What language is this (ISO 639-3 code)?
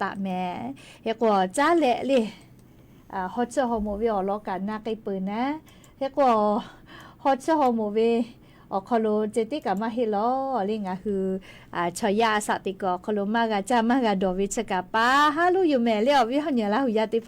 lhu